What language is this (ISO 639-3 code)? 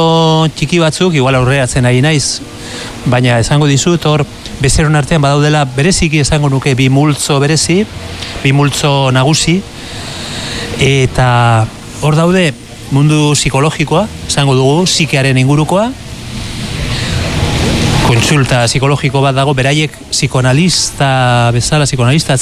eus